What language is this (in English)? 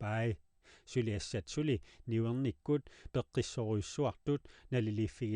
Kalaallisut